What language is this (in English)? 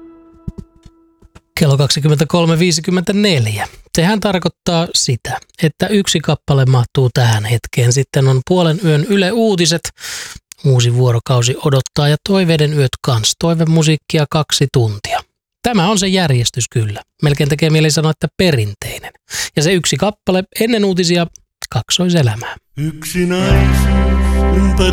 Finnish